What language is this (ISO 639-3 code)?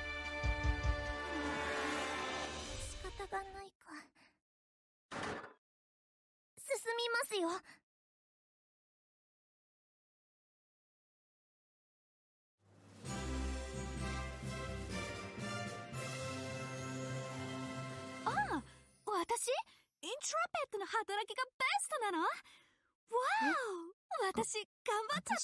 jpn